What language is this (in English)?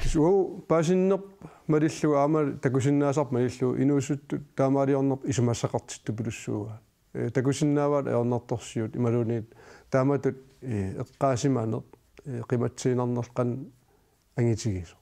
Kalaallisut